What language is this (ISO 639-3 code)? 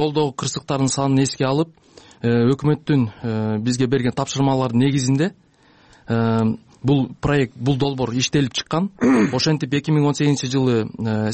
kir